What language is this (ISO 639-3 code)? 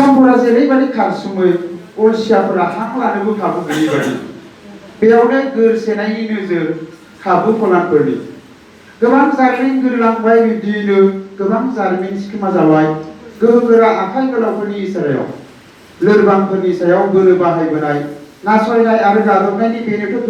brx